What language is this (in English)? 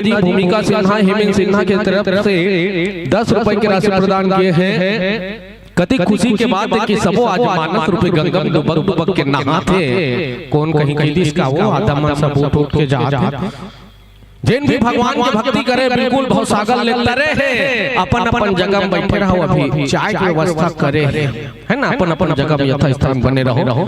Chhattisgarhi